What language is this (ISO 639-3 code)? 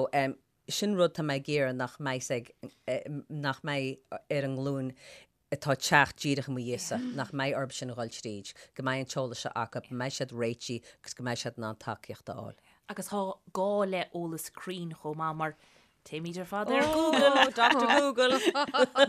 gle